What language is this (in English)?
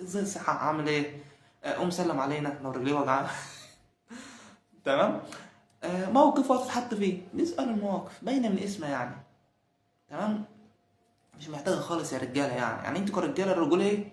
Egyptian Arabic